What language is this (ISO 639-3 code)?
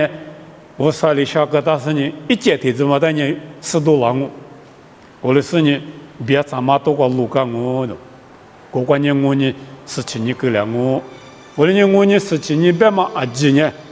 lis